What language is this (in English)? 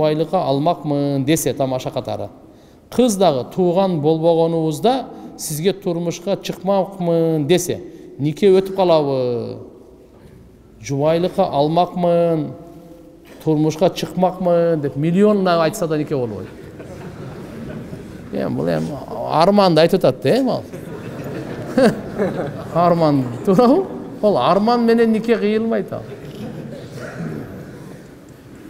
Kyrgyz